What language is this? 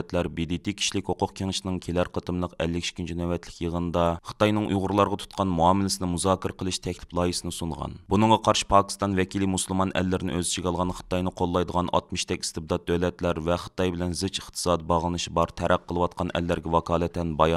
Uyghur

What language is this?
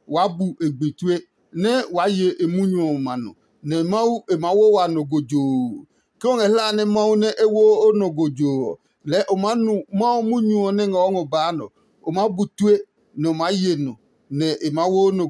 Adangme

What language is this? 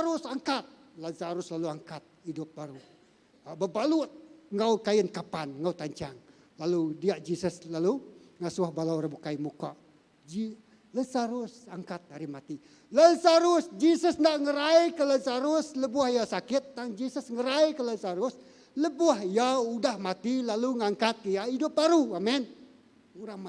Iban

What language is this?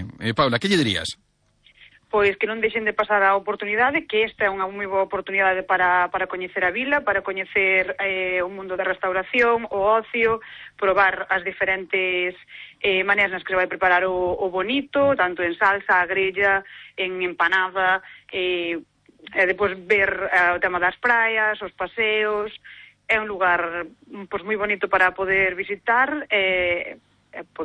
Galician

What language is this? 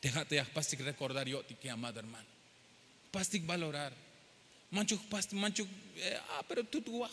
Tzeltal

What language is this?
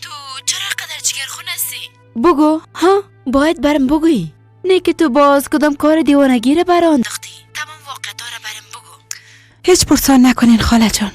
Persian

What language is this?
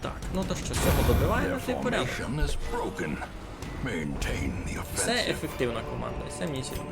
Rusyn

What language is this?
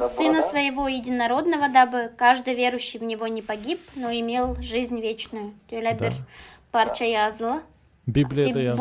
Gagauz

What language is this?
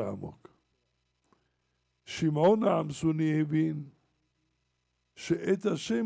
Hebrew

